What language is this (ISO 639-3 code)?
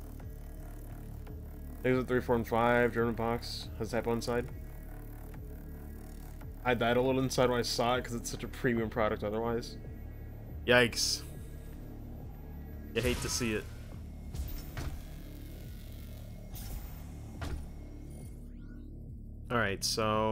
eng